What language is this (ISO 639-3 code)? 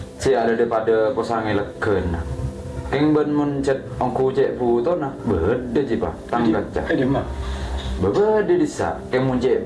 mad